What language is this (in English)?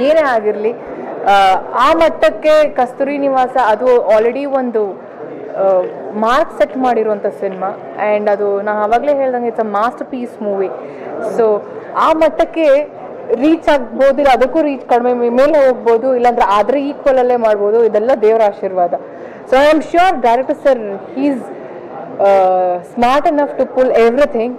Kannada